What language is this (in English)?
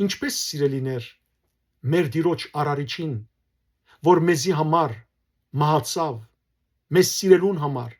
Western Armenian